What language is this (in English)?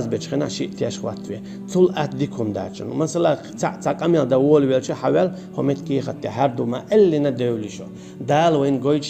Chechen